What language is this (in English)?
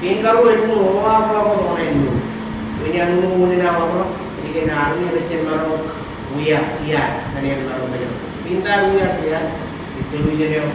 Marshallese